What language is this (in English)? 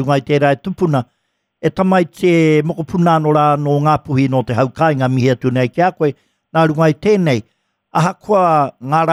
Māori